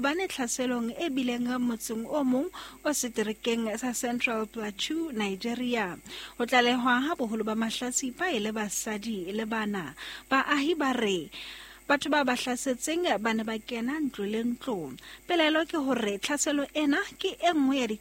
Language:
Southern Sotho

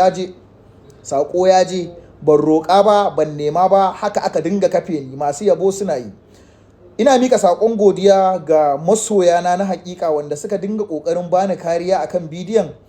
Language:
Hausa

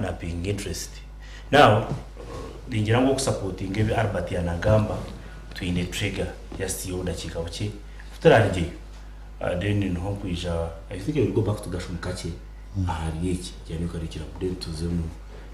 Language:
Nyankole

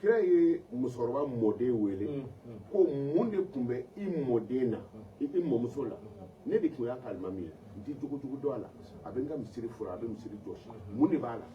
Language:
Bambara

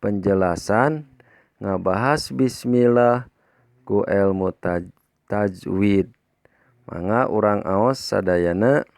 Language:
Sundanese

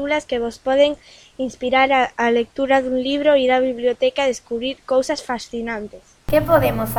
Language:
Galician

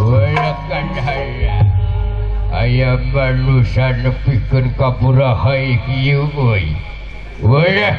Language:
Sundanese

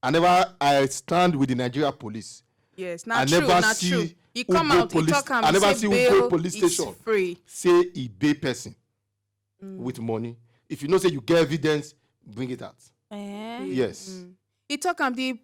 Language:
Nigerian Pidgin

